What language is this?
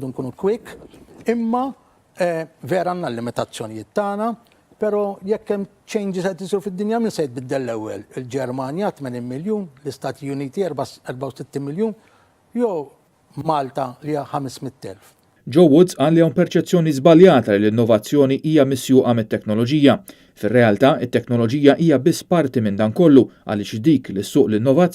Maltese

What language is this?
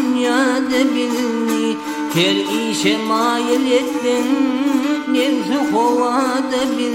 Turkmen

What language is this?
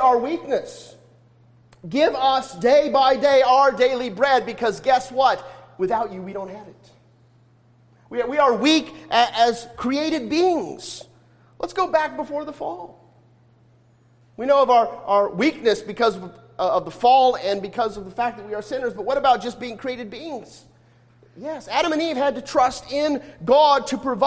English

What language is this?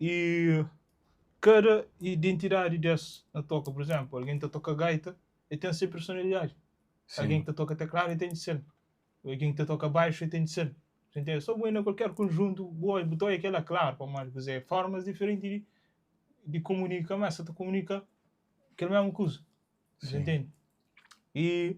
Kabuverdianu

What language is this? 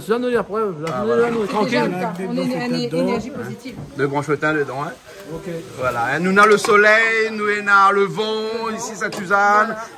Réunion Creole French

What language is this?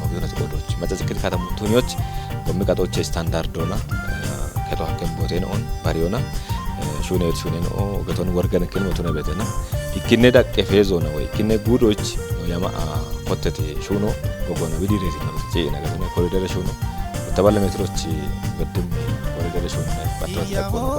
Kafa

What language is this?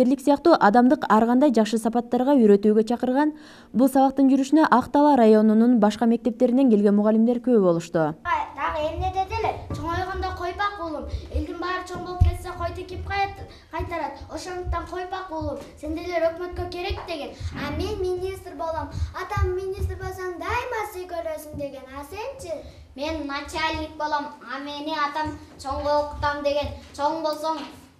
Kyrgyz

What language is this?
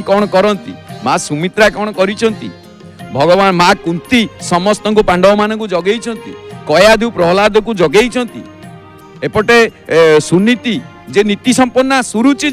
Odia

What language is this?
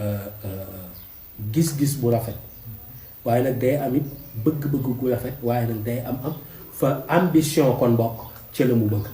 Wolof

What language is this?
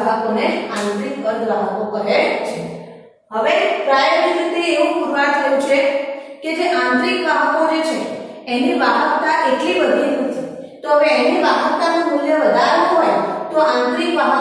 Gujarati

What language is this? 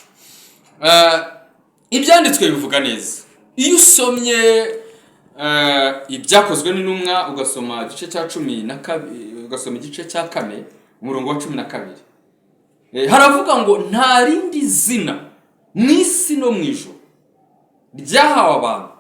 Kinyarwanda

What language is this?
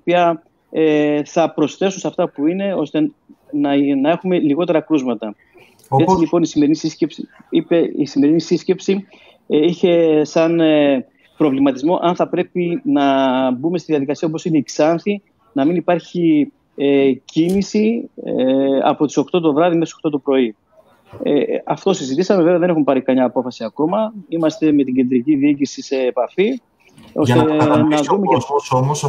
Greek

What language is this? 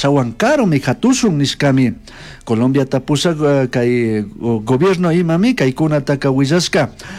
Chimborazo Highland Quichua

